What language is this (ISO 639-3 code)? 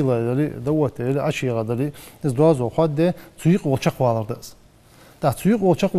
inh